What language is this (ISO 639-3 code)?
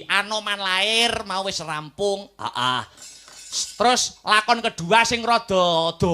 jav